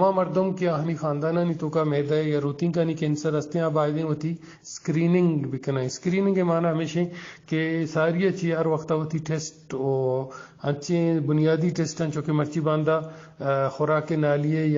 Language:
Eastern Balochi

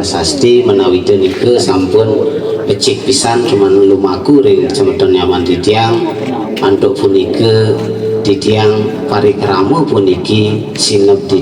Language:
Balinese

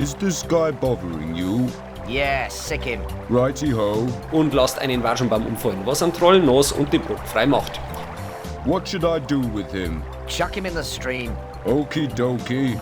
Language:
Bavarian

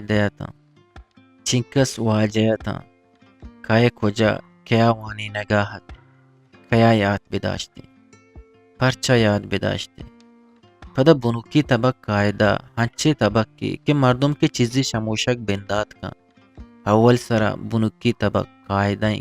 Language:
Eastern Balochi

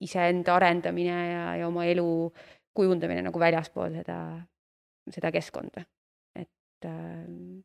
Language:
Estonian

